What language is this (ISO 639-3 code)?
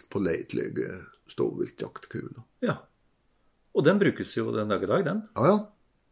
nor